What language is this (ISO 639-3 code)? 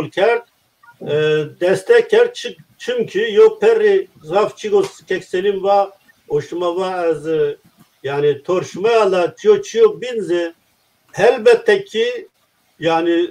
zza